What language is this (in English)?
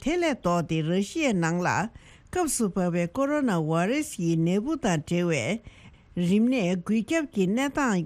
Tibetan